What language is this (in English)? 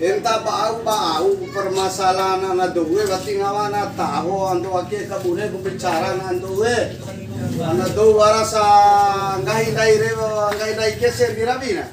Bima